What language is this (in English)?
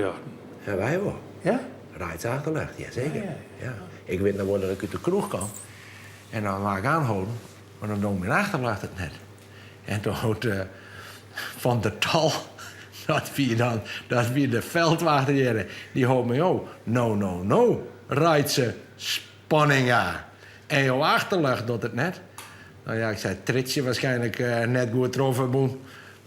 Western Frisian